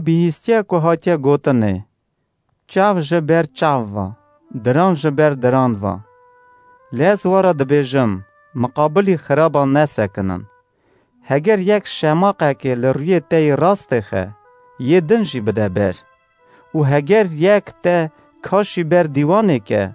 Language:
Kurdish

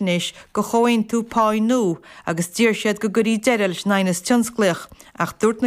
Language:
Irish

